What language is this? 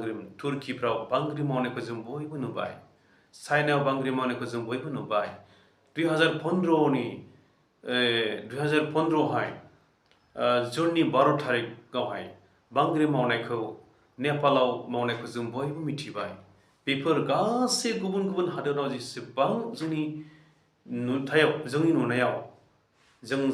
Bodo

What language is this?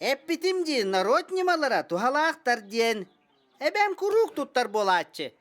Yakut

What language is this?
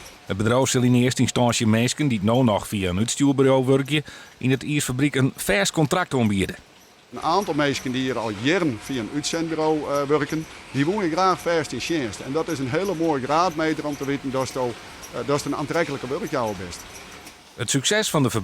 Western Frisian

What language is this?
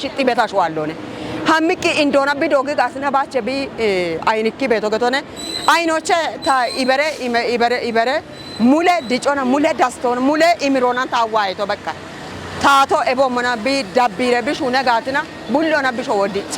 Kafa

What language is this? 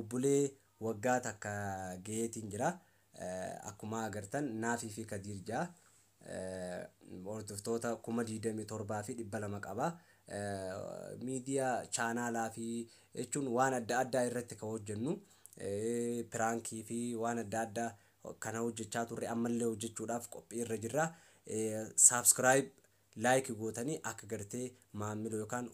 Oromo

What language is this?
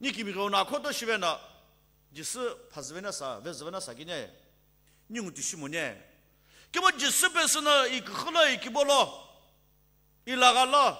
Sumi Naga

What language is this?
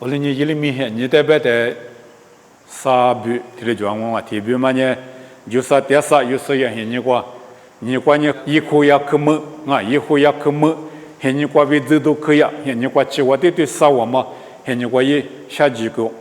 Lisu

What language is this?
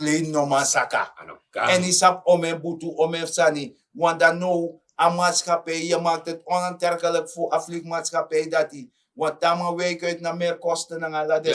Sranan Tongo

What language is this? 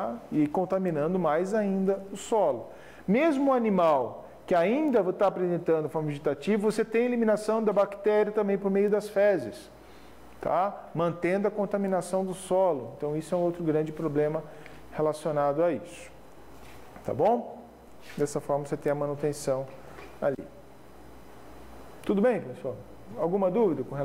Portuguese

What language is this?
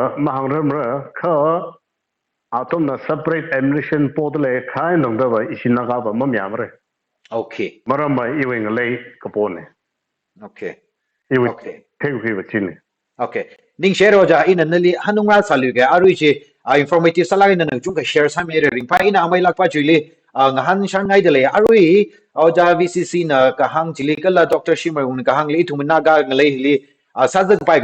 Tangkhul Naga (India)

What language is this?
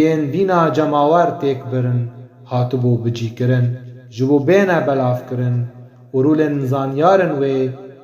Kurdish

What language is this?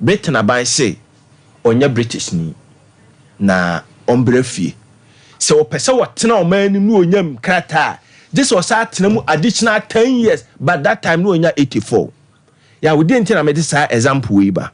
Akan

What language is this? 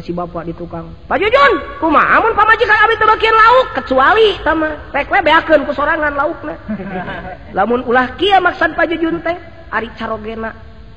Sundanese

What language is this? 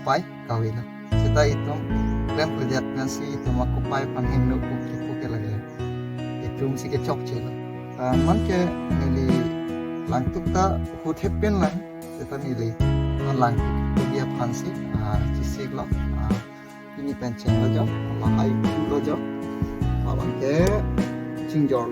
Karbi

